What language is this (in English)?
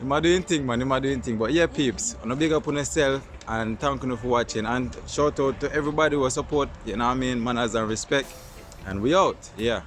Jamaican Creole English